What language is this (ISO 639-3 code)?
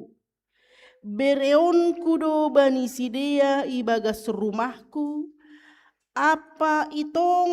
bts